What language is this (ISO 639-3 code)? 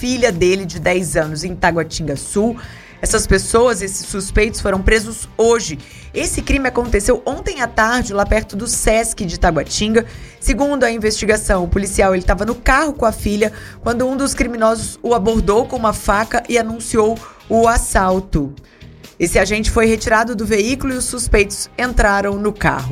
por